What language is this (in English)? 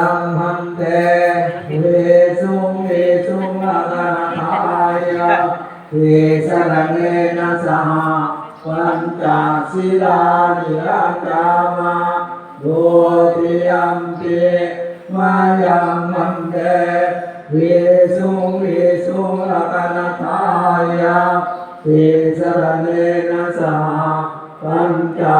Pali